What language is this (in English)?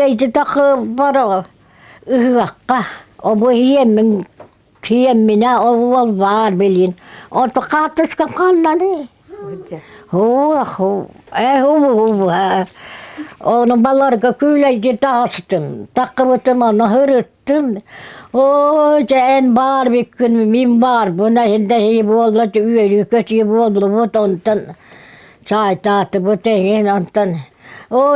Yakut